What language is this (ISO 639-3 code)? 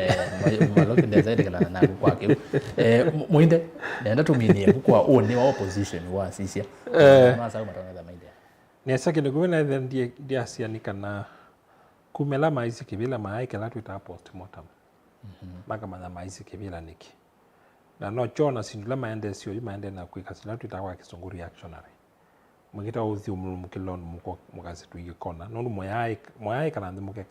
kam